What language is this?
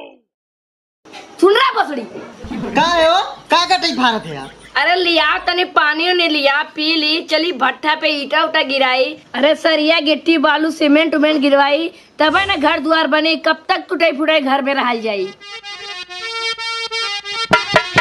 Bhojpuri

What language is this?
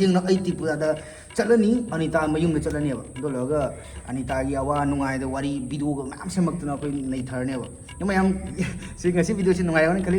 Manipuri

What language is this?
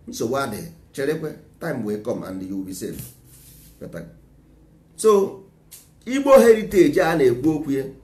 Igbo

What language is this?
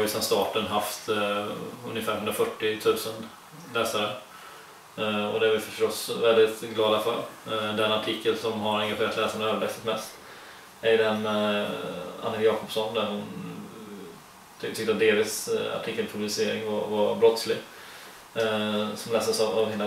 Swedish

